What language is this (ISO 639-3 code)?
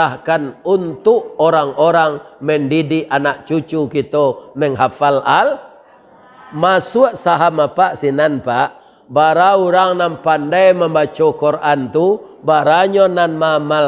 min